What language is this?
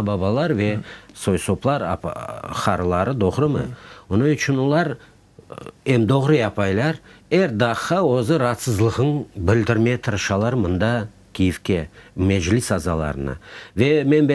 Crimean Tatar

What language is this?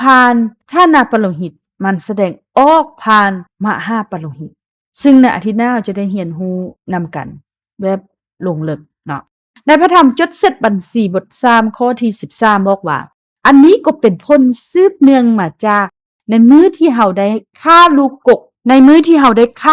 Lao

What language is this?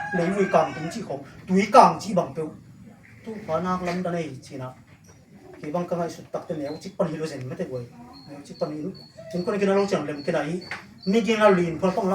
Tedim Chin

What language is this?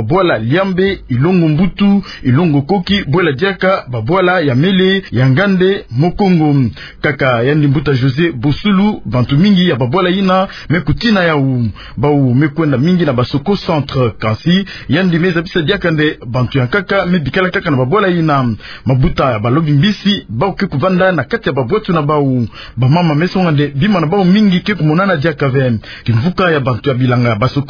Kituba (Democratic Republic of Congo)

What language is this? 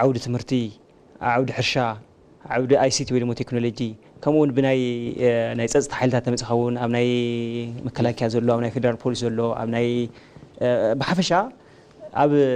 Tigrinya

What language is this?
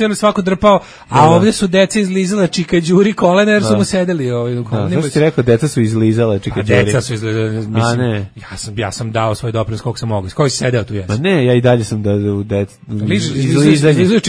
Serbian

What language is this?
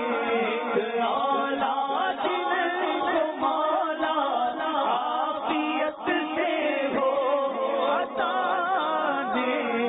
Urdu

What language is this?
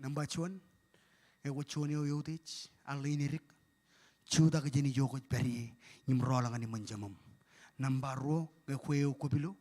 Marshallese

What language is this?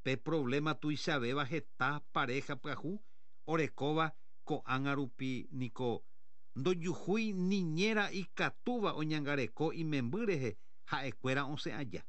Guarani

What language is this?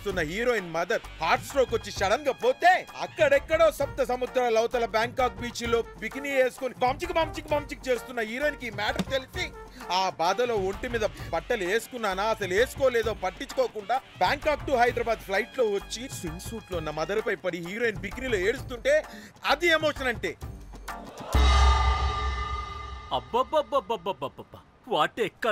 Telugu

